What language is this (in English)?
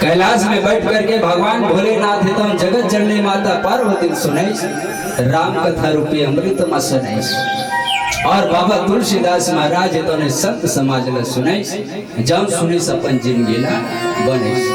Chhattisgarhi